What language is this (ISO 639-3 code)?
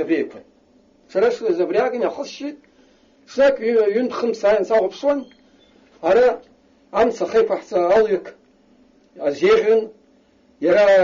abk